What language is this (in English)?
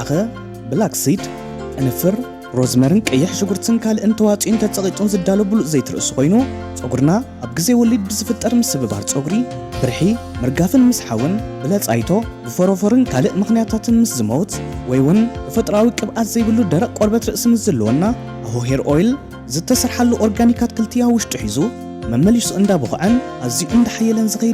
Tigrinya